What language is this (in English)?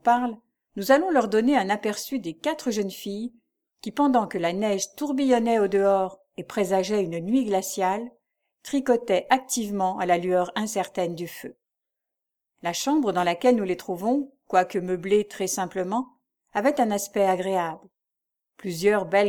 French